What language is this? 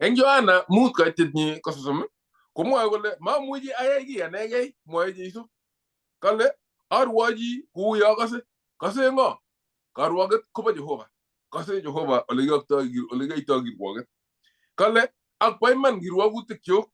Kalenjin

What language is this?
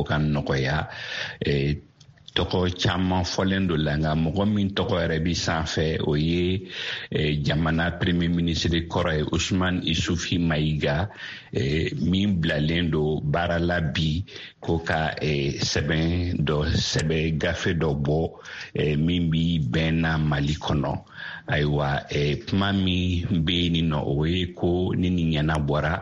Bambara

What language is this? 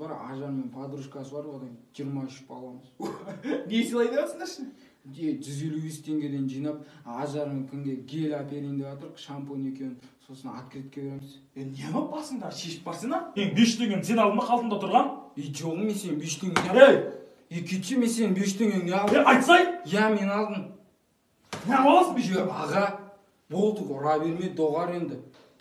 Kazakh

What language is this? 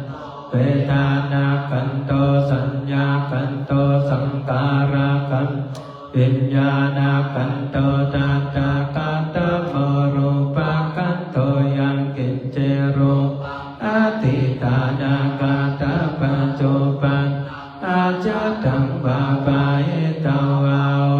Pali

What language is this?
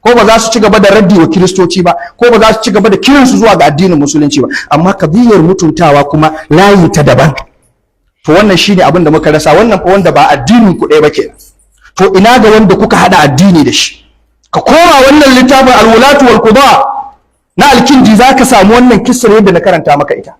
Hausa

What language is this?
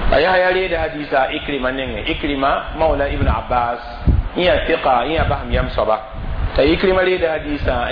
Mossi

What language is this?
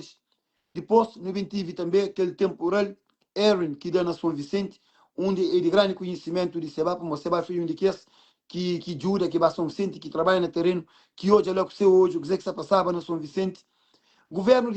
Kabuverdianu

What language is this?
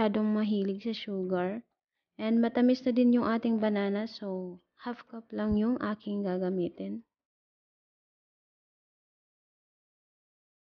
Filipino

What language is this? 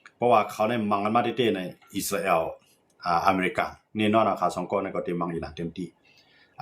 Shan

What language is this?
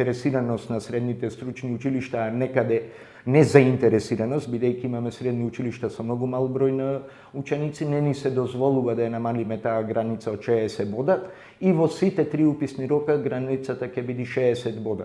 Macedonian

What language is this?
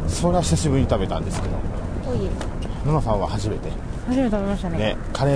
Japanese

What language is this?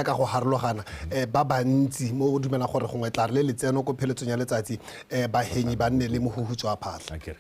Tswana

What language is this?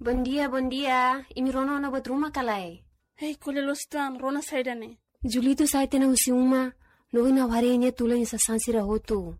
Tetum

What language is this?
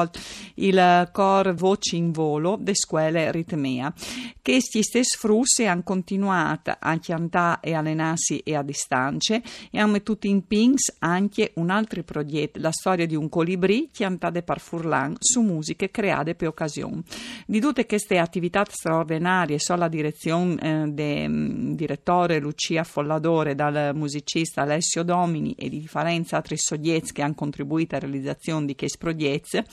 Friulian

